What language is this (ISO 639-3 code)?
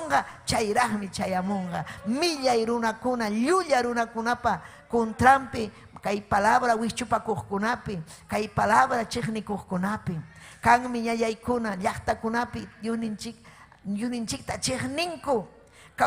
quy